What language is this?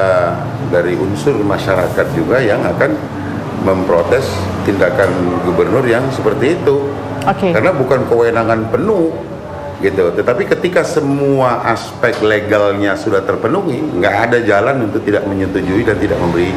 Indonesian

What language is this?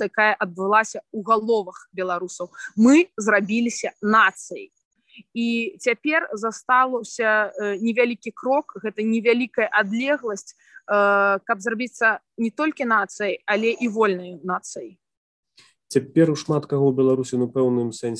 Belarusian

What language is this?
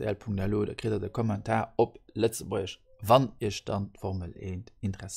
Luxembourgish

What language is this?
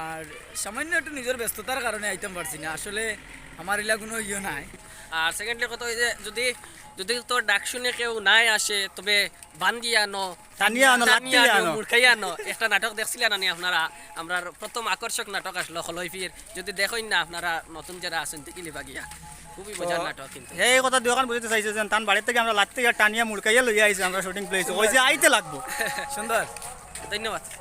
Sylheti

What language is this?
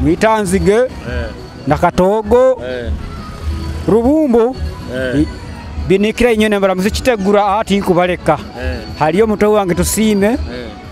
Nyoro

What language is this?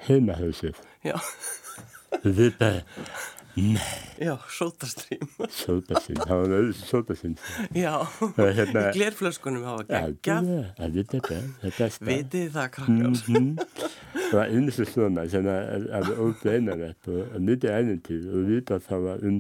Icelandic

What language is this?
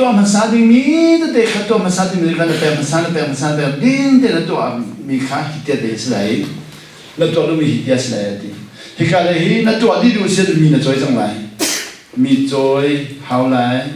Hakha Chin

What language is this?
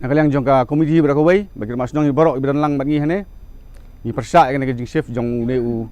Khasi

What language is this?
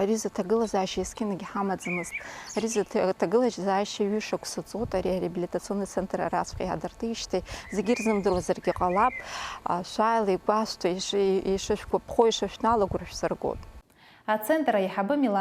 Abkhazian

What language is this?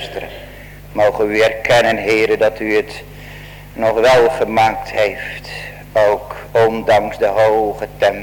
Dutch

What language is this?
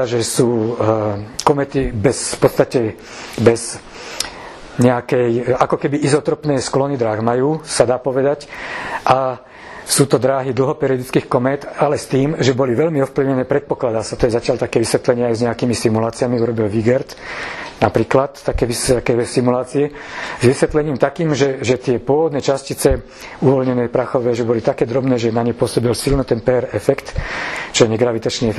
Slovak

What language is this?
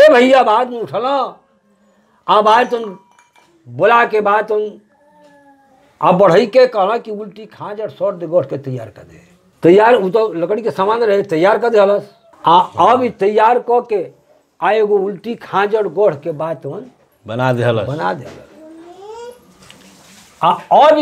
Bhojpuri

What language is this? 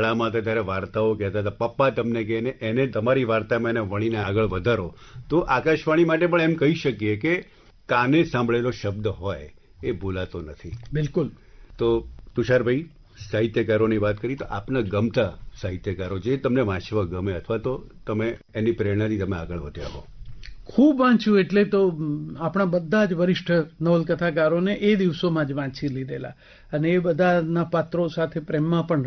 Gujarati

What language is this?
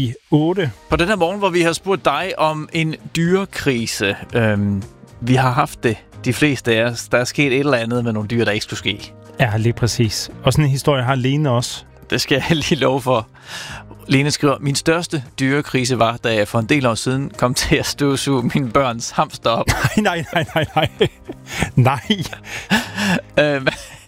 Danish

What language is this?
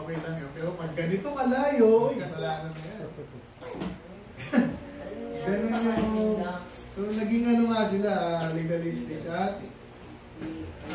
Filipino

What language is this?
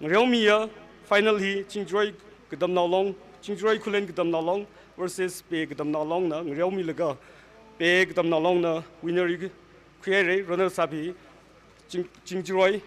Tangkhul Naga (India)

